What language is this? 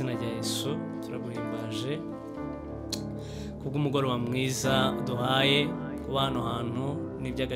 Kinyarwanda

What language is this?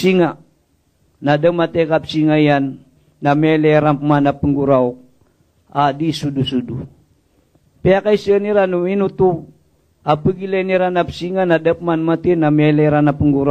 Maranao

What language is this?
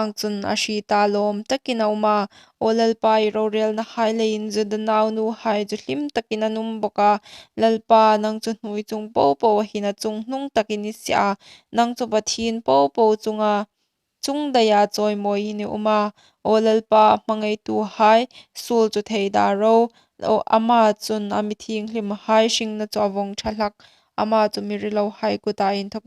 Hmar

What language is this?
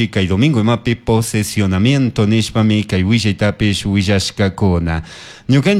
Chimborazo Highland Quichua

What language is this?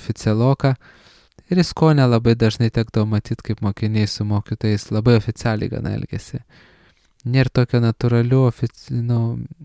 Lithuanian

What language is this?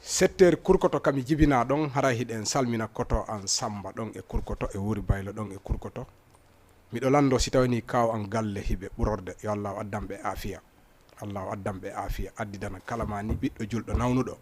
Fula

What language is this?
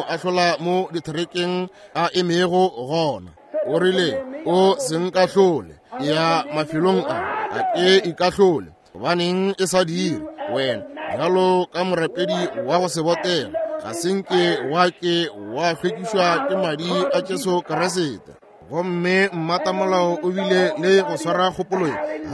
Northern Sotho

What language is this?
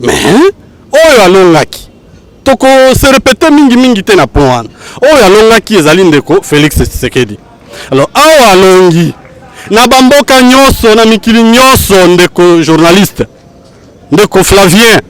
Lingala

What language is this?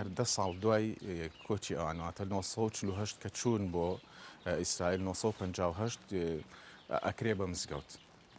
Central Kurdish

